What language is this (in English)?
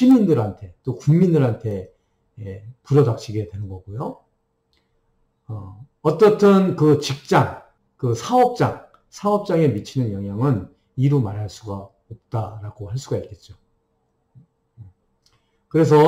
Korean